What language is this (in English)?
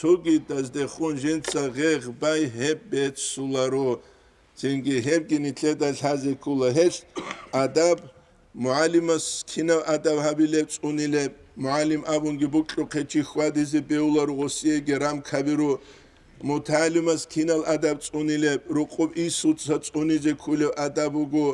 Avaric